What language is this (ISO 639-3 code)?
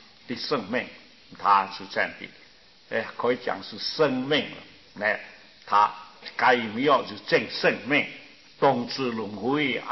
zho